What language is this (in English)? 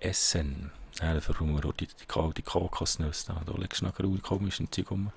Swiss German